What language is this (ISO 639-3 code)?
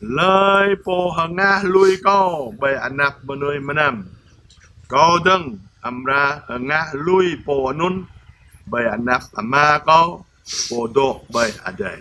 jra